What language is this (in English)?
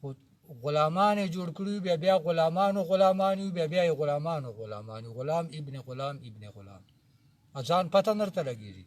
Pashto